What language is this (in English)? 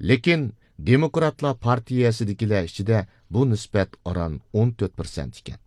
Uyghur